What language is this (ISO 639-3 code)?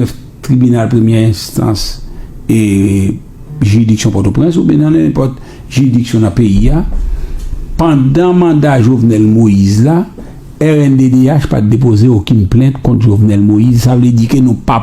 hat